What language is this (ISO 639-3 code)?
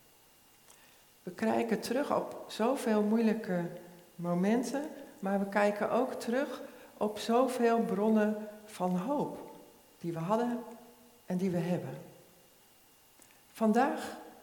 nld